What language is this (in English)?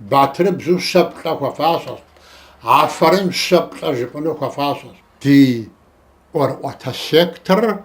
Kabardian